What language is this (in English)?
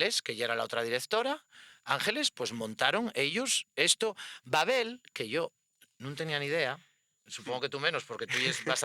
Asturian